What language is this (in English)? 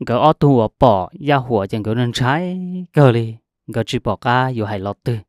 Hmong